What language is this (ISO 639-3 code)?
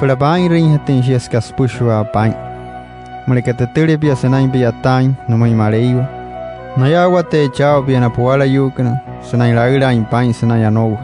guc